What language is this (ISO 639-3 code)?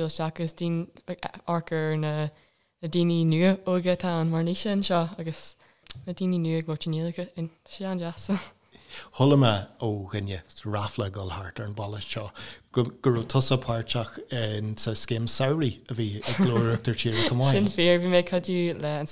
gle